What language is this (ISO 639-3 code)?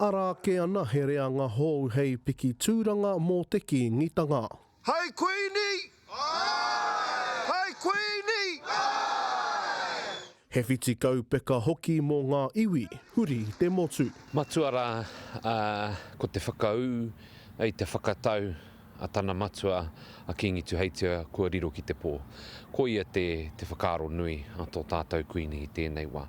mri